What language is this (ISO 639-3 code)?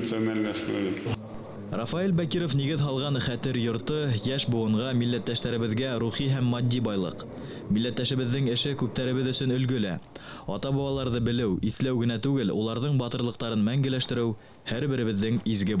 bak